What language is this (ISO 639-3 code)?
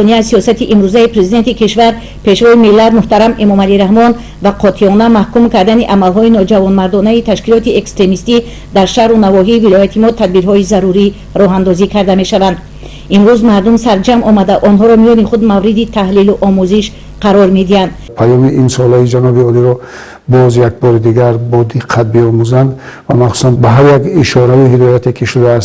tgk